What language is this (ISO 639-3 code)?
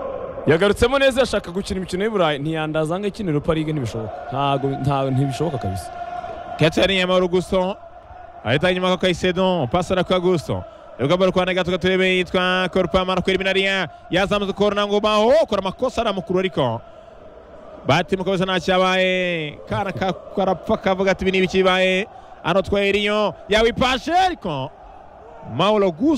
kin